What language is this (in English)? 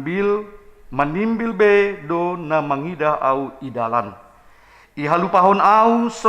Batak Simalungun